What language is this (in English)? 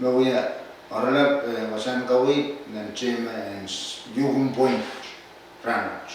Pohnpeian